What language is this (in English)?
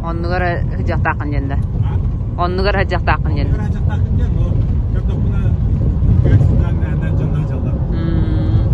Yakut